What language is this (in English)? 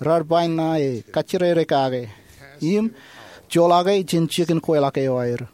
Marshallese